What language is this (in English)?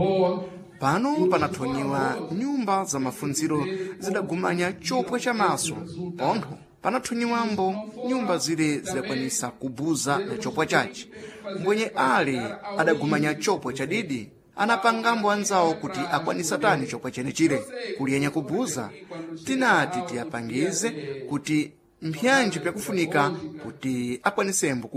Sena